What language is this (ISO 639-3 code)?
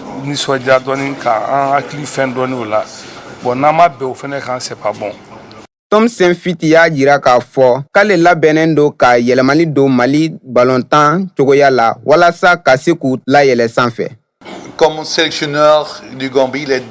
bam